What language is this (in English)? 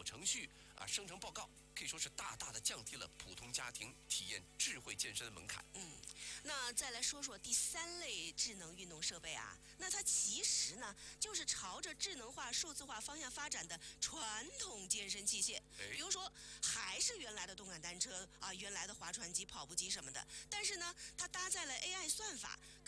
Chinese